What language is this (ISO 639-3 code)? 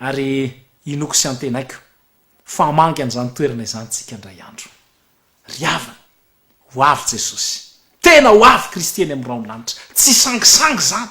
mlg